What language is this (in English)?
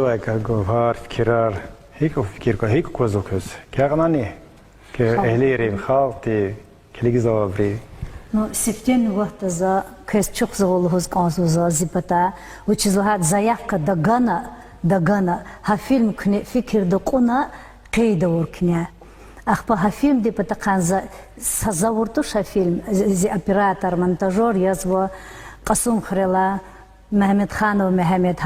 Lezghian